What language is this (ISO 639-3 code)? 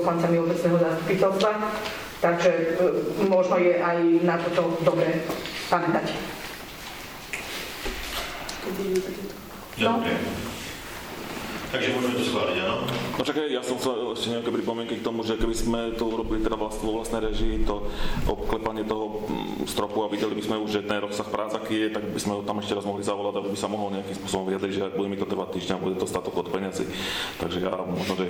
slk